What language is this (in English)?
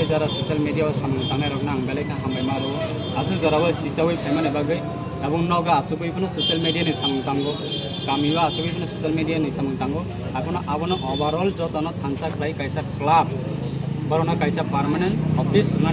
Kok Borok